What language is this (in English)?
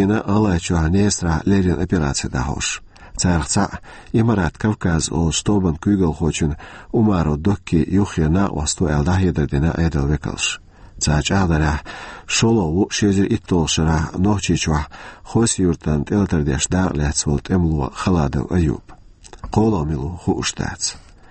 Chechen